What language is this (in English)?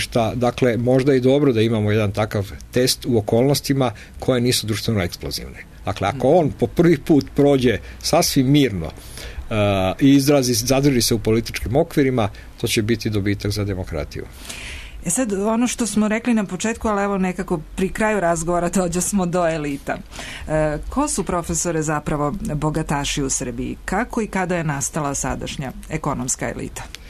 Serbian